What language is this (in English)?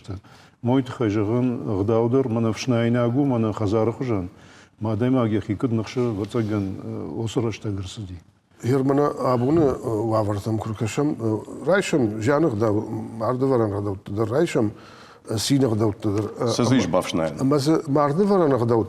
Ossetic